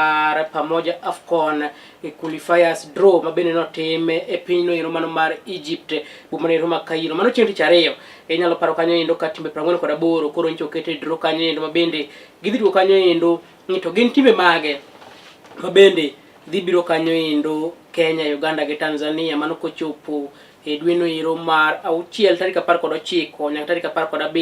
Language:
Luo (Kenya and Tanzania)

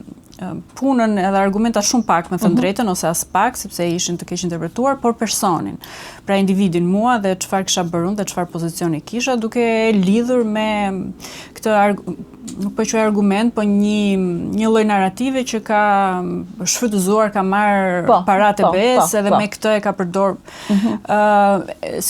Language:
Albanian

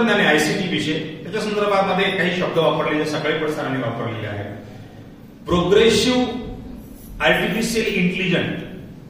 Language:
Marathi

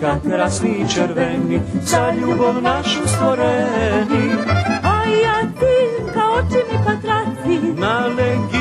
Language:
Rusyn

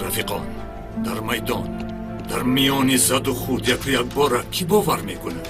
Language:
Tajik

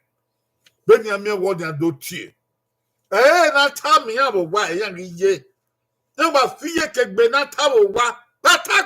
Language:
Bini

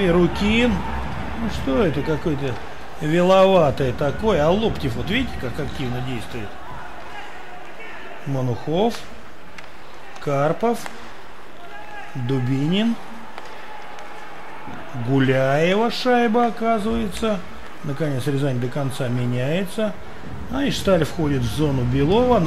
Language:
Russian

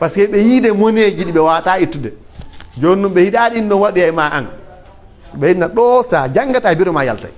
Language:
Pular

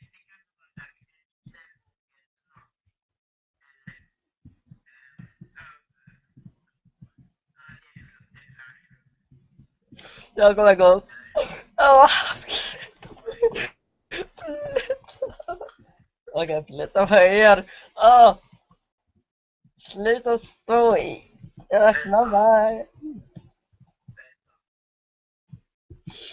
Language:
Swedish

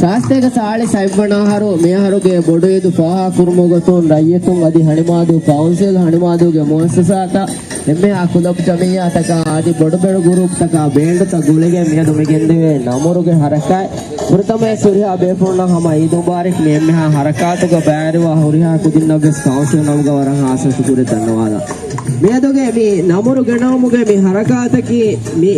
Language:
Divehi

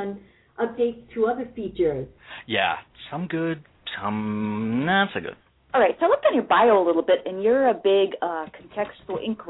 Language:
English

